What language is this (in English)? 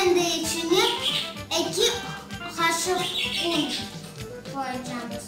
Crimean Tatar